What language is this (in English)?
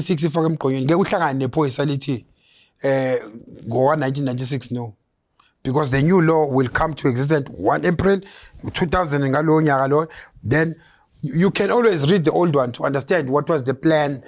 Zulu